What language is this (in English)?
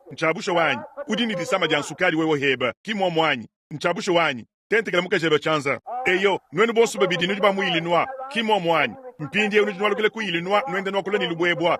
Luba-Lulua